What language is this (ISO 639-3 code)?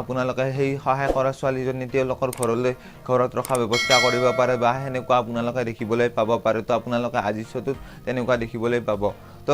asm